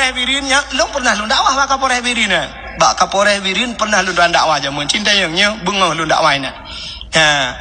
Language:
Achinese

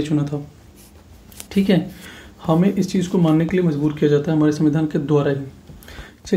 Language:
Hindi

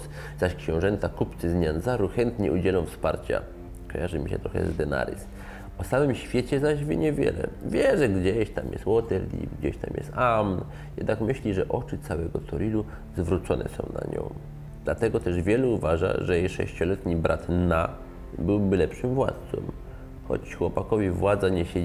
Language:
Polish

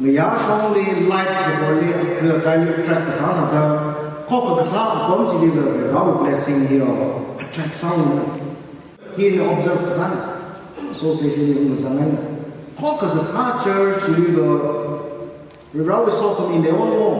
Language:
Tangkhul Naga (India)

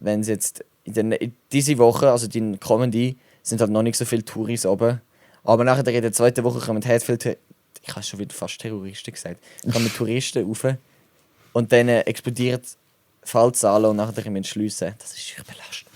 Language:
Swiss German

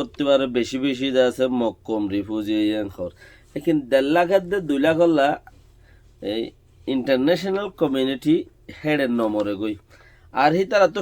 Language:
Rohingya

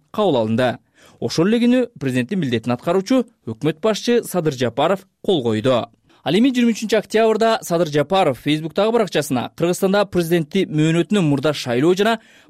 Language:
Kyrgyz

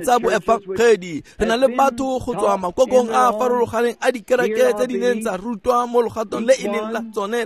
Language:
Tswana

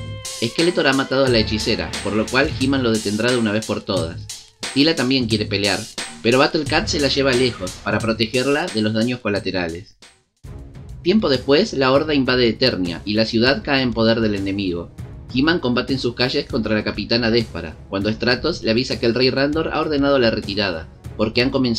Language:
Spanish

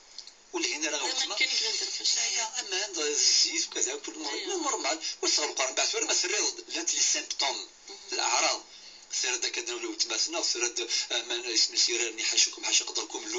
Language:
Kabyle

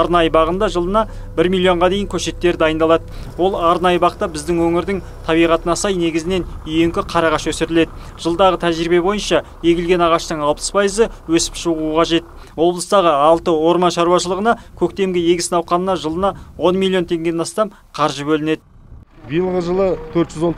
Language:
Kazakh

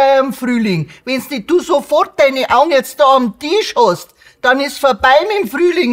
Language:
Bavarian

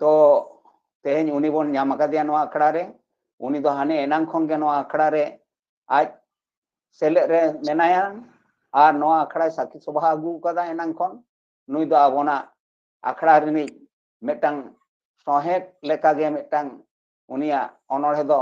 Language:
Santali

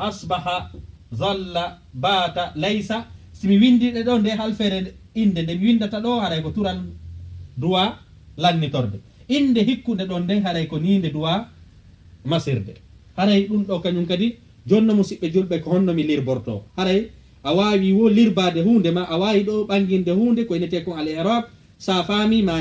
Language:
Fula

